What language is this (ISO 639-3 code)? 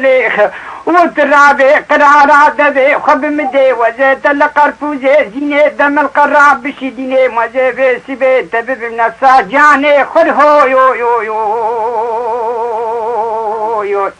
kur